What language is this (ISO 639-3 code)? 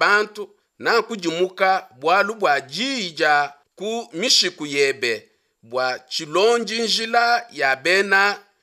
lua